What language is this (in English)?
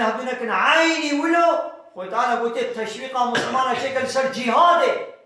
Kurdish